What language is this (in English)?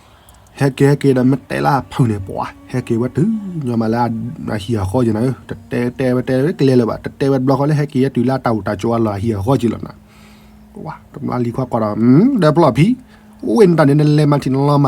S'gaw Karen